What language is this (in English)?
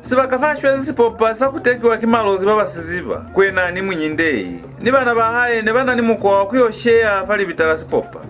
Lozi